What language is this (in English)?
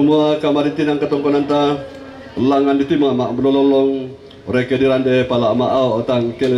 Toraja-Sa'dan